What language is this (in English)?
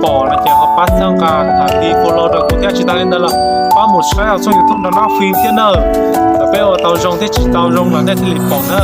Hmong